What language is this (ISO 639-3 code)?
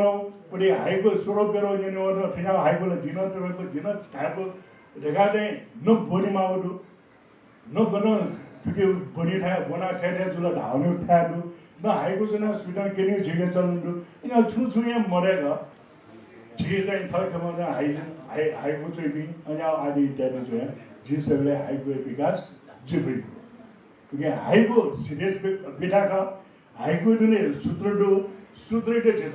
new